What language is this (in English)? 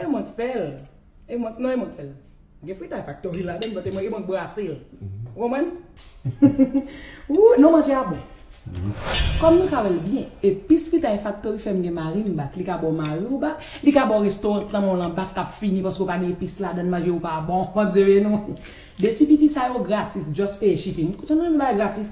Haitian Creole